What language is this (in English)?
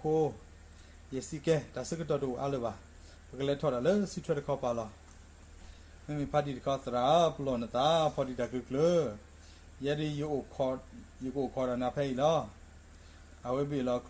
S'gaw Karen